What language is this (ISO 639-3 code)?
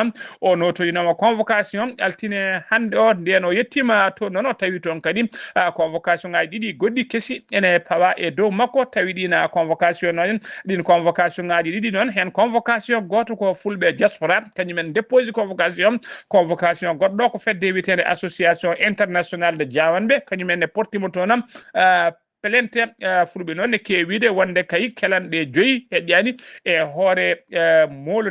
ful